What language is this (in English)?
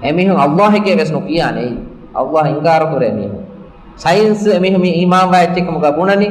Divehi